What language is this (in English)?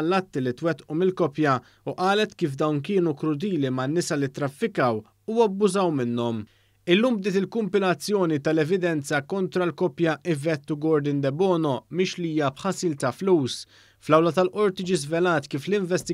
Maltese